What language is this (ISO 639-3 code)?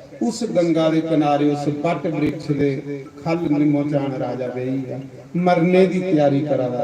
doi